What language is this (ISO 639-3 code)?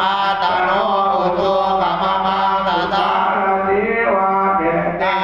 pli